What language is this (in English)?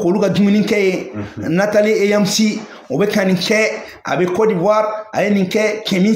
Bambara